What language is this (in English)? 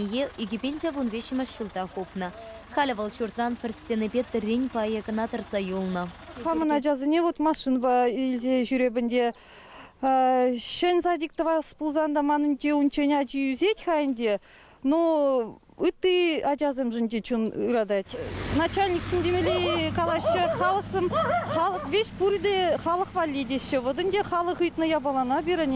Chuvash